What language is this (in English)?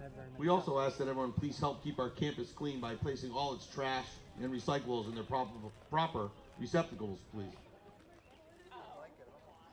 English